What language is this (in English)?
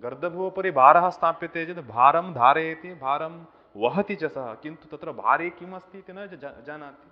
Sanskrit